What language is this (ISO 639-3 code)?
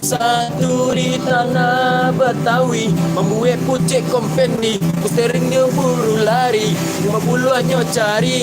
min